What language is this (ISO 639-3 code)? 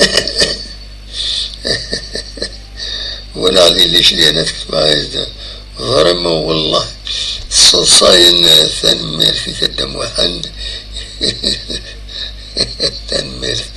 kab